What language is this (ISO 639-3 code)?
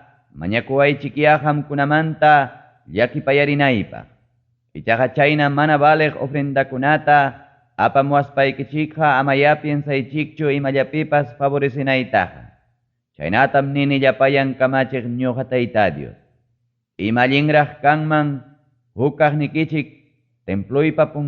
quy